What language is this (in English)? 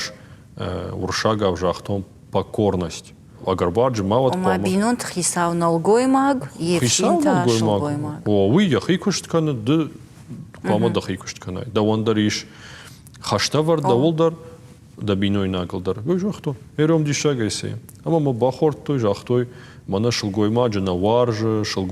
Ossetic